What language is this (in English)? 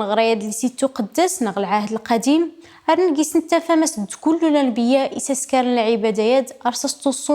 Kabyle